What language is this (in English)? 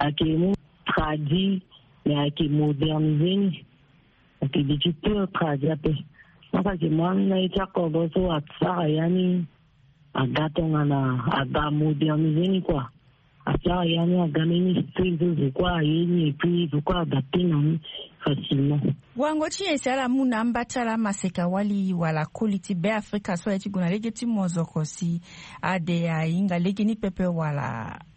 Sango